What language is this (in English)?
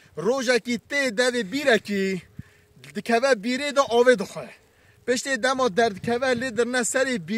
Kurdish